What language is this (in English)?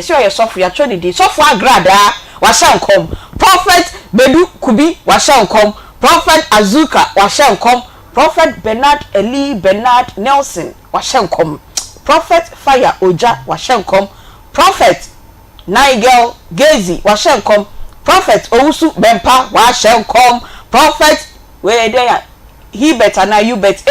Akan